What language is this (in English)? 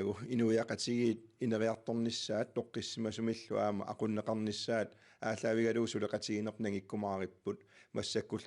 Kalaallisut